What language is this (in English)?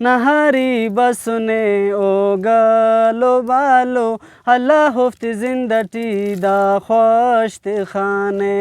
Brahui